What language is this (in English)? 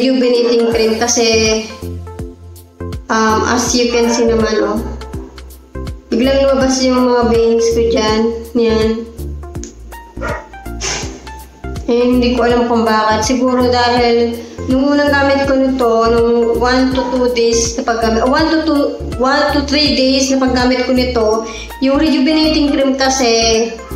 Filipino